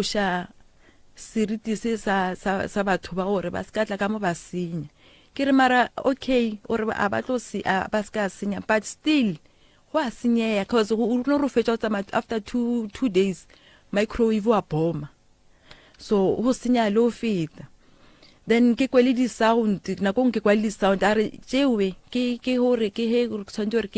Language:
Northern Sotho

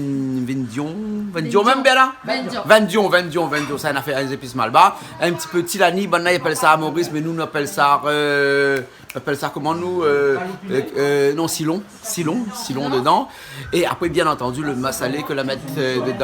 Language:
Réunion Creole French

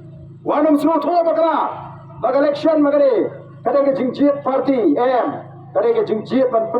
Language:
Khasi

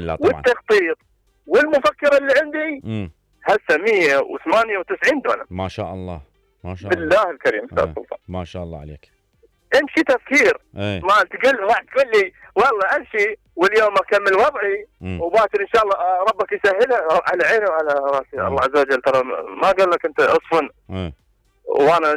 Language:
Mesopotamian Arabic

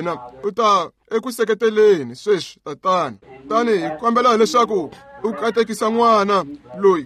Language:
Tsonga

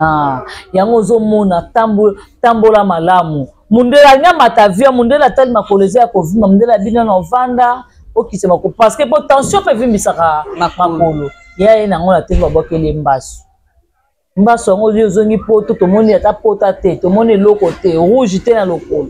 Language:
Lingala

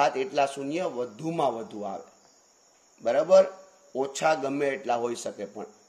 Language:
Gujarati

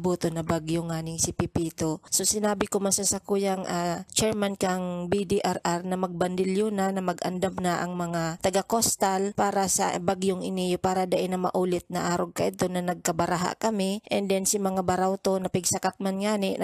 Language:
Bikol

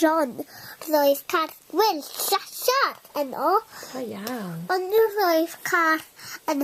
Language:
Welsh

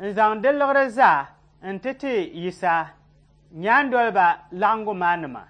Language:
Dagbani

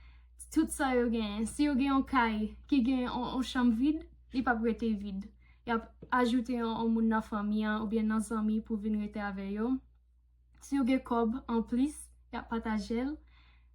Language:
Haitian Creole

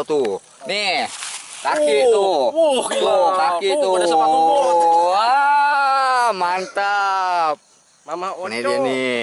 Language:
Betawi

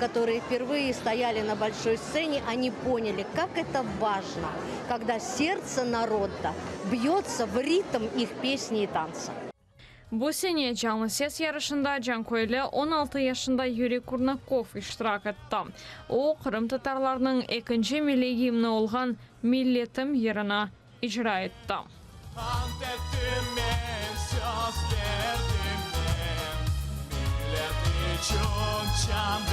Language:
Crimean Tatar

